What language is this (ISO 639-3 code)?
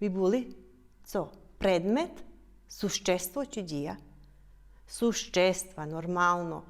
rue